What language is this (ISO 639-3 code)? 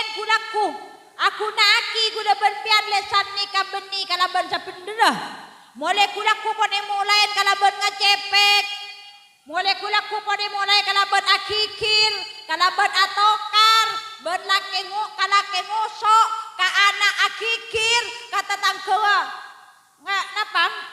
mad